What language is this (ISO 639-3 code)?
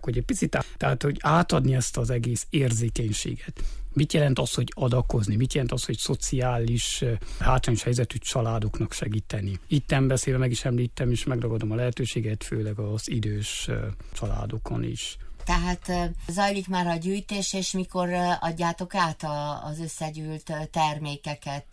hun